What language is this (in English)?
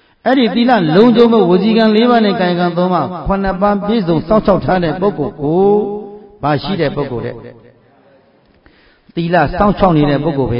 Burmese